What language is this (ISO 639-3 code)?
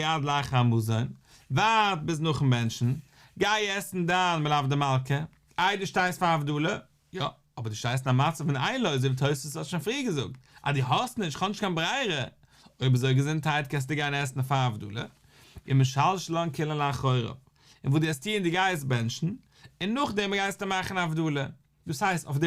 yid